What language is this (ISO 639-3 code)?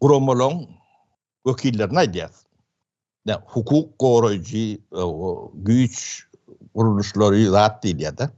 tuk